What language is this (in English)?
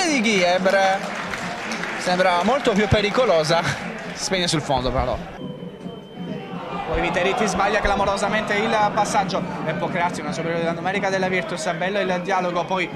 Italian